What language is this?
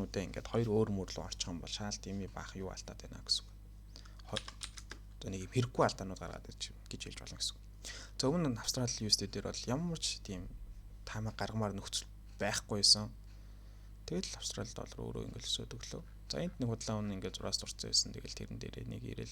Mongolian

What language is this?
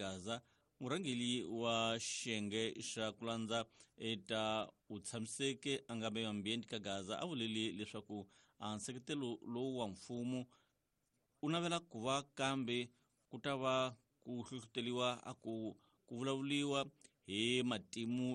Tsonga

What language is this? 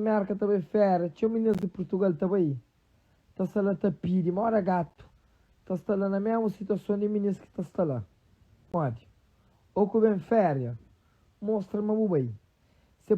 Kabuverdianu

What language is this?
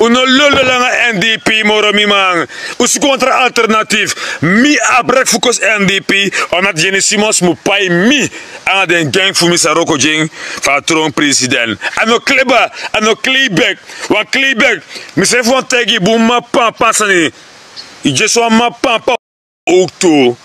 Sranan Tongo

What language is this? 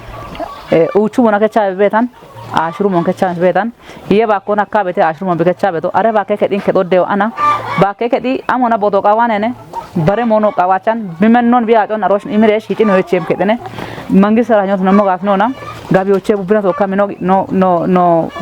Kafa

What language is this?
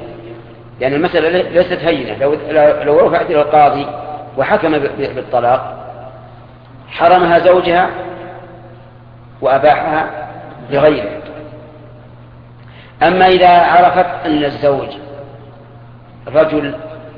Arabic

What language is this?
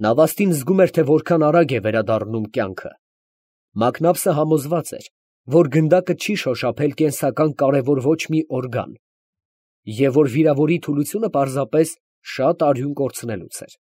Armenian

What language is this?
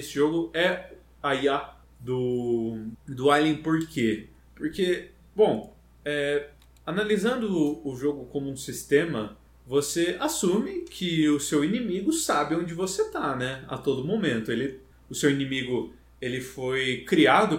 Portuguese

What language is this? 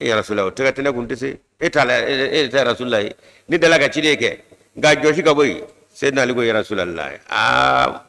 Bambara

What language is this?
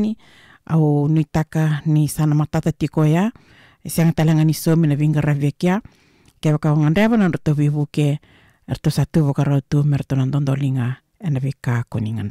Fijian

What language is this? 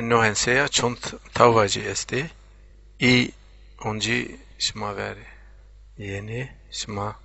Zaza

